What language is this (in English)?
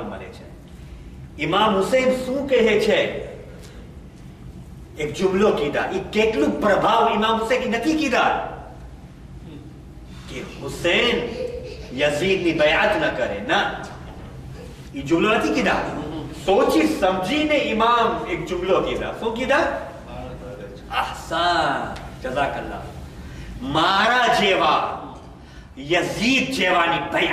Gujarati